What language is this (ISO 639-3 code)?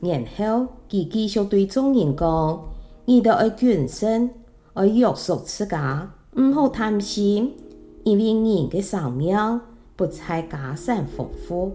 hak